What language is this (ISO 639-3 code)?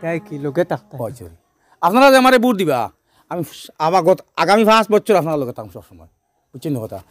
syl